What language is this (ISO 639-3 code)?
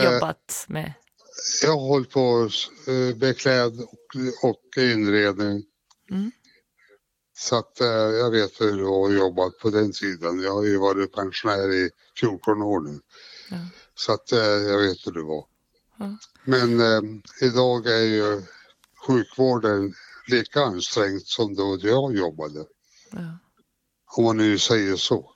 swe